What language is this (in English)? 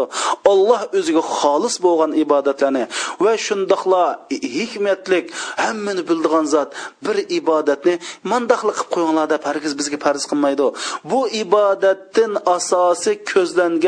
Uyghur